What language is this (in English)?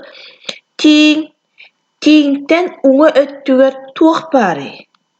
Yakut